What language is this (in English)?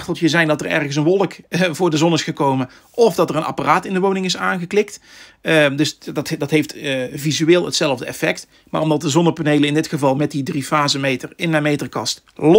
Dutch